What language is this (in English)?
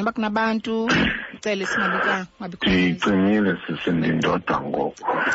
Xhosa